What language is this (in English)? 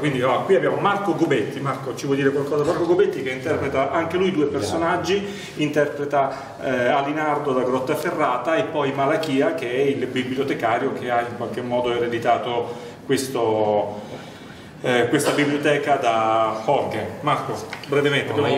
Italian